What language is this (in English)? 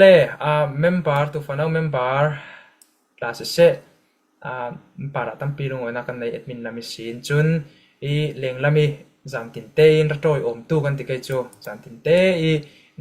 Falam Chin